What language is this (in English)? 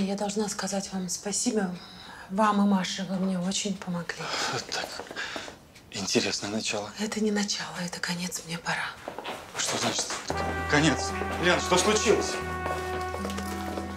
Russian